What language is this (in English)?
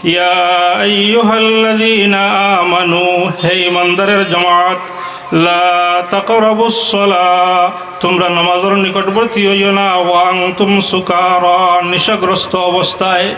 Sylheti